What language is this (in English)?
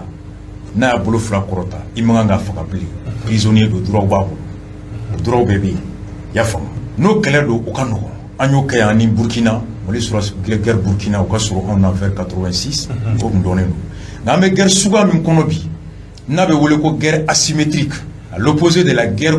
Bambara